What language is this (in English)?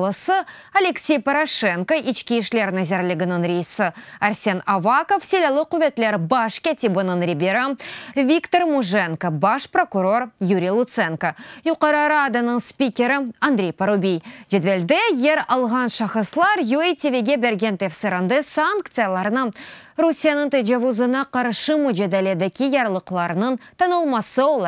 Crimean Tatar